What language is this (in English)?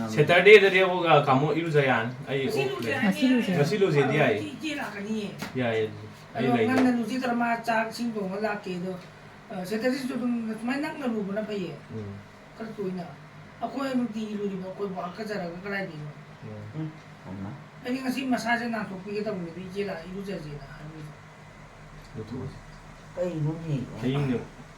Manipuri